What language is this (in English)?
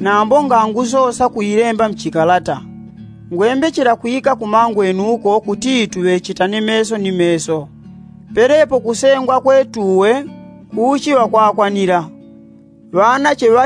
Yao